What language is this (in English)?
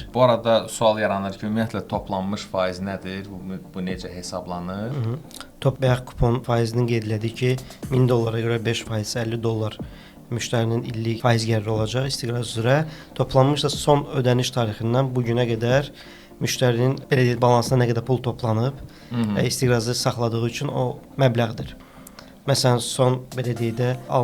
Azerbaijani